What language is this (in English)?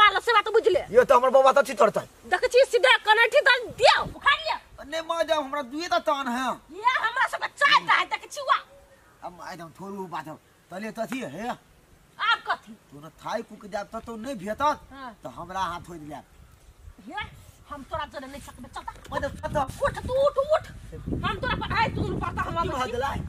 Maithili